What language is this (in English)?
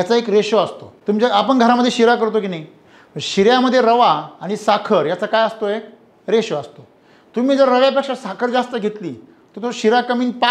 Marathi